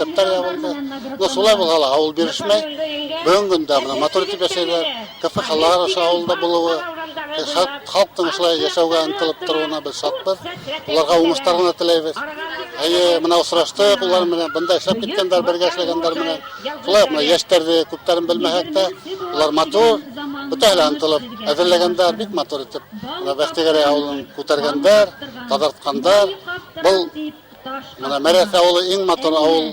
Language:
Bashkir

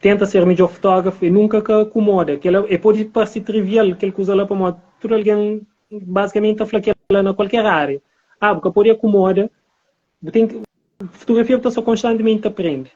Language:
Kabuverdianu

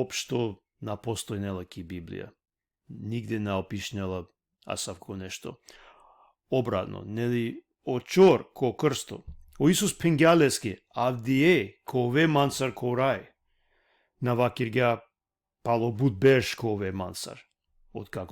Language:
Balkan Romani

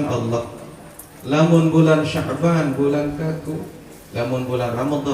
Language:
Sasak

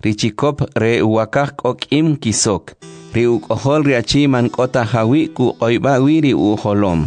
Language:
Kʼicheʼ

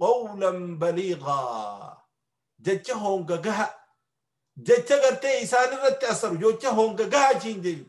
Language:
Oromo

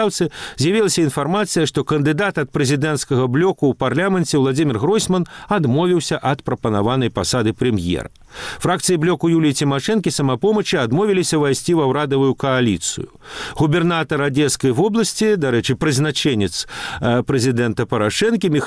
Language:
Belarusian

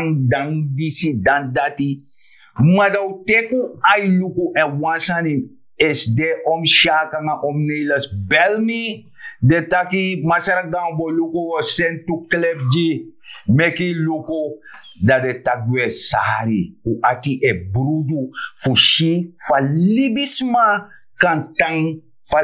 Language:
Sranan Tongo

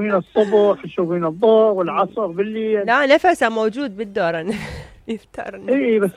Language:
Mesopotamian Arabic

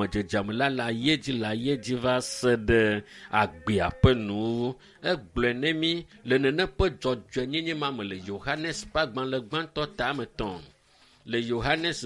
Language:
Ewe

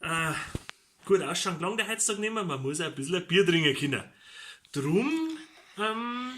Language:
Bavarian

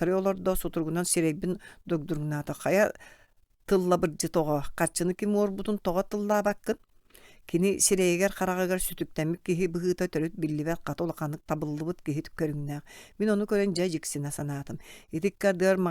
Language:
Yakut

